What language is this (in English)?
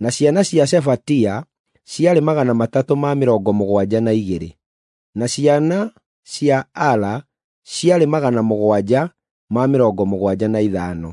Kikuyu